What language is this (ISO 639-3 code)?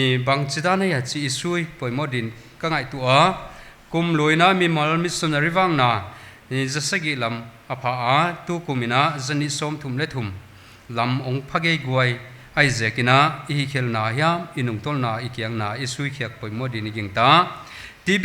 pck